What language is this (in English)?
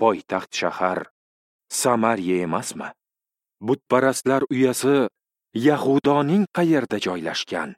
Uzbek